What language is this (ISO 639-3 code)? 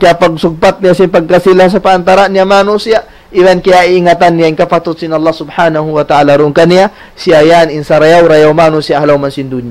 tsg